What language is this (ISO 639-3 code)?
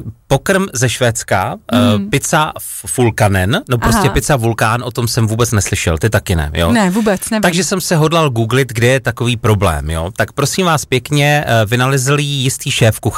ces